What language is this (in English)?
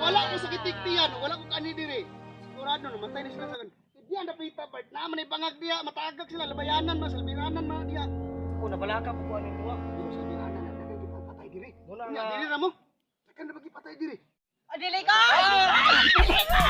Cebuano